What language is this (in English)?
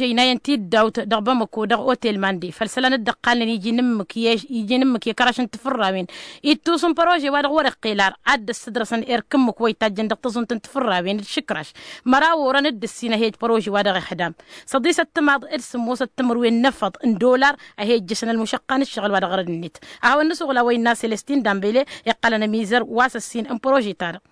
Tamasheq